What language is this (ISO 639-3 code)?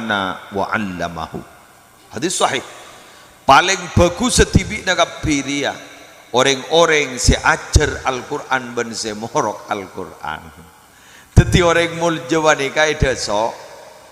mad